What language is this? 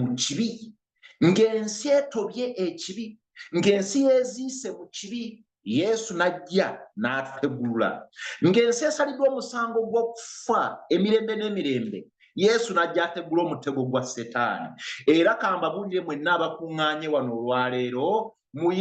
Ganda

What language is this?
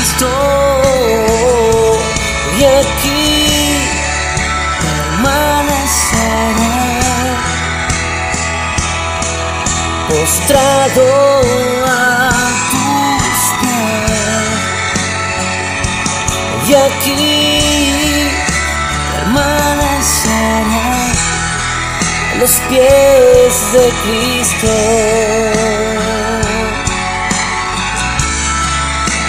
Spanish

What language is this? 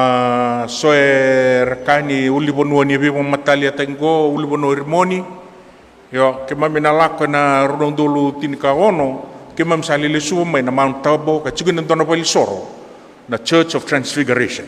Fijian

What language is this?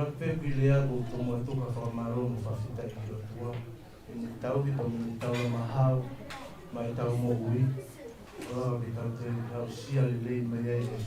Tongan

